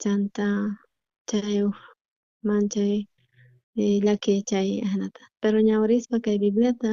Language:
South Bolivian Quechua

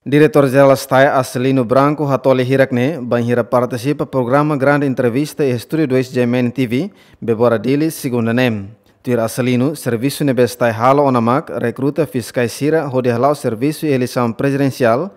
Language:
Tetum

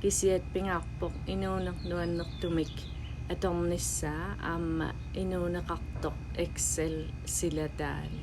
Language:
Kalaallisut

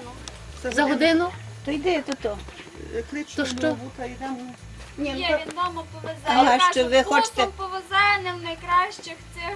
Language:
Rusyn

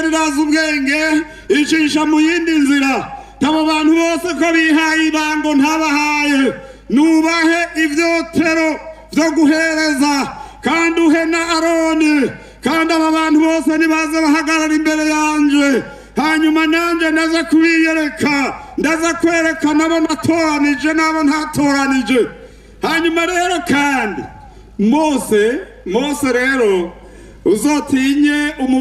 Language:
Rundi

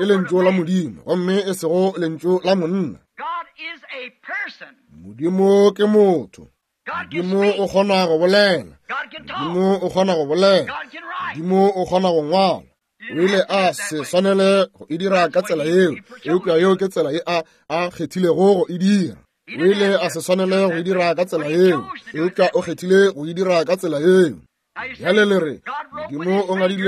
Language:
Northern Sotho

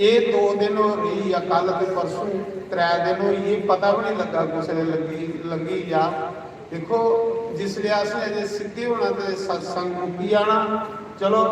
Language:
Dogri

